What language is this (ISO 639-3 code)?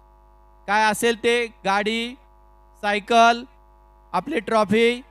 mar